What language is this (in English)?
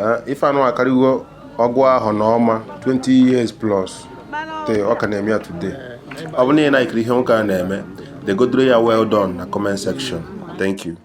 Igbo